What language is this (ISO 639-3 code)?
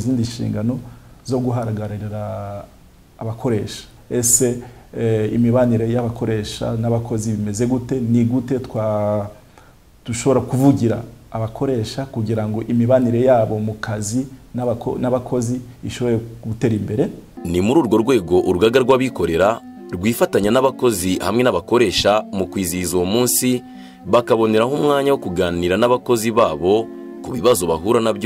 kin